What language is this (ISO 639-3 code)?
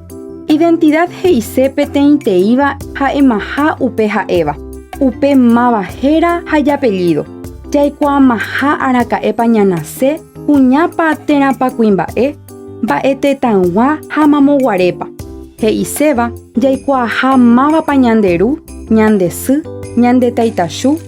grn